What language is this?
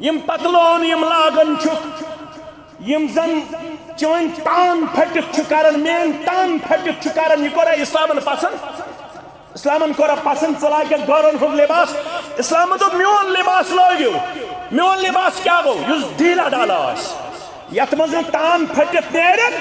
Kashmiri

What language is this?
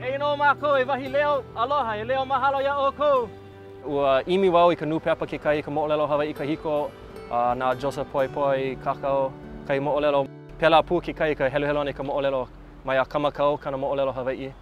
Hawaiian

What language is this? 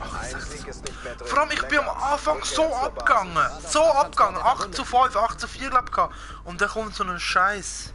Swiss German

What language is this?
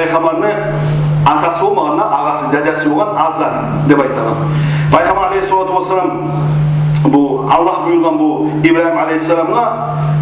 Kumyk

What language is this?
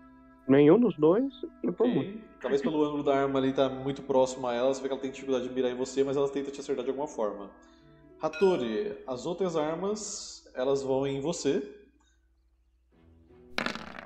Portuguese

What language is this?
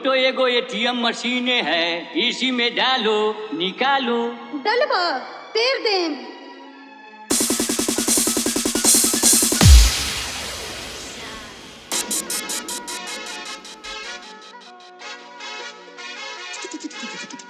Bhojpuri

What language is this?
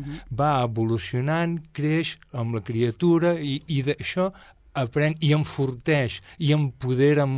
Catalan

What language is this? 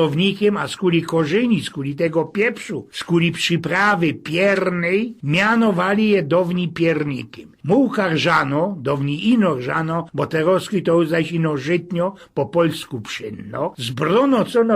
Silesian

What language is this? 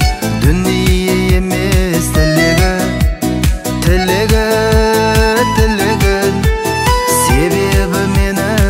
Kazakh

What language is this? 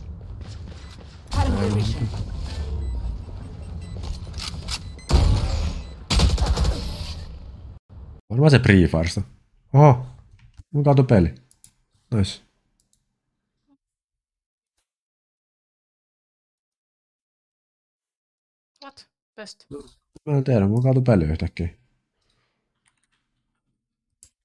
Finnish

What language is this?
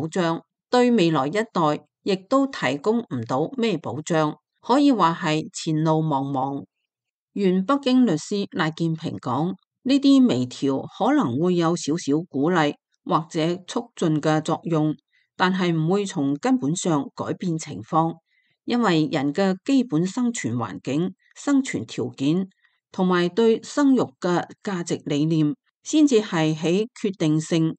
Cantonese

